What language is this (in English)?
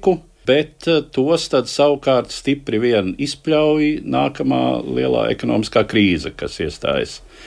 Latvian